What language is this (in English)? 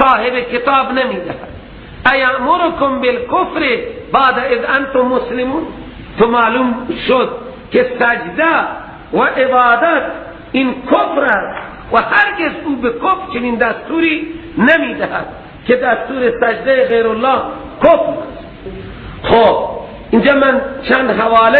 Persian